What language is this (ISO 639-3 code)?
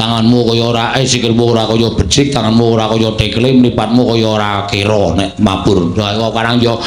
jav